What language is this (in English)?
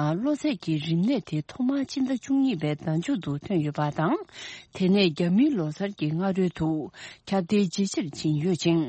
Tibetan